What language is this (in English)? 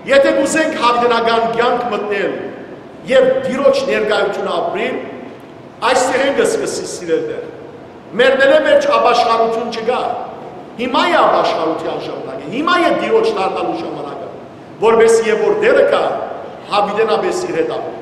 Western Armenian